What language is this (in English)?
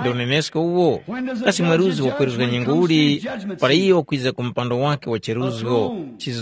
Tumbuka